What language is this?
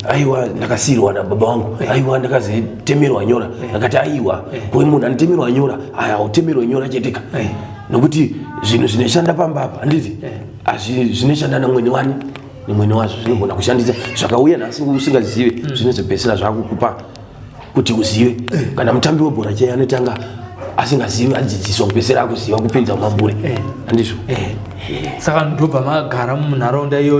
Shona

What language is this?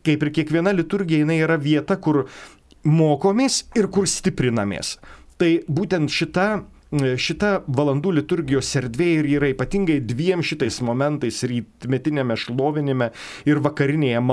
Lithuanian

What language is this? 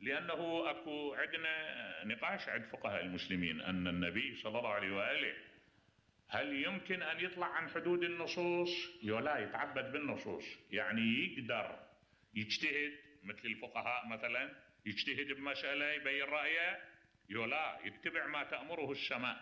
Mesopotamian Arabic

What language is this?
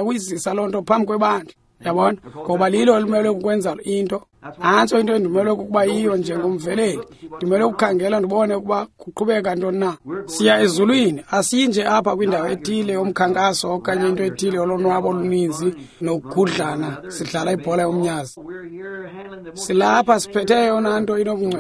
Xhosa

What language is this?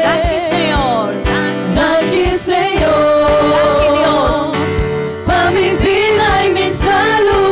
Papiamento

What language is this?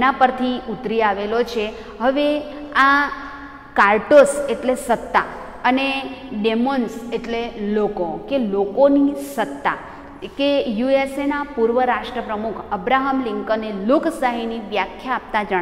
Gujarati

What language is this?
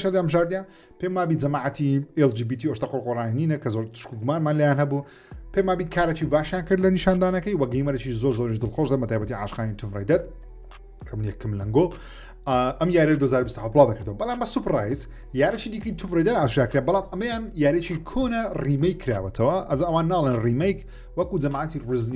Central Kurdish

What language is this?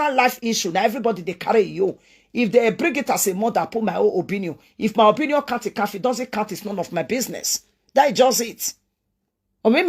Nigerian Pidgin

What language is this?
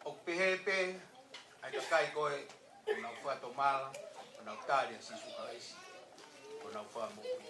Tongan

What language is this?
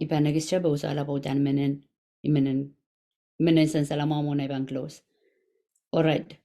Pohnpeian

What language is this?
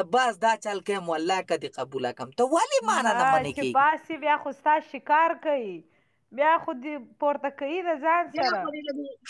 Pashto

